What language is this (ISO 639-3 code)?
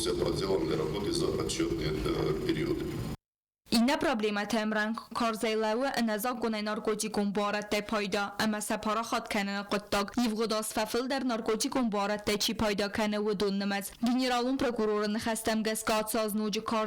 oss